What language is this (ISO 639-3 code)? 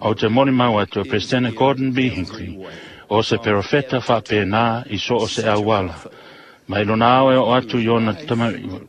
smo